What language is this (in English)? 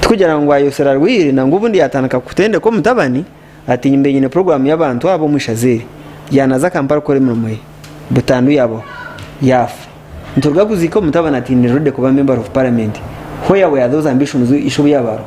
Nyankole